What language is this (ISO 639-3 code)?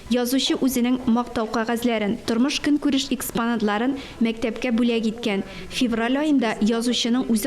tat